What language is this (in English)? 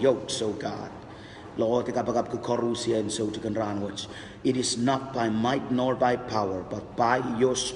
Pohnpeian